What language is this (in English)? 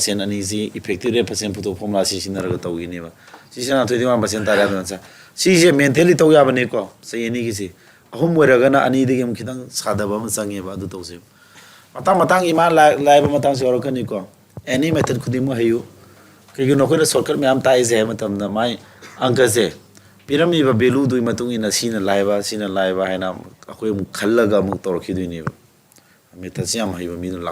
Manipuri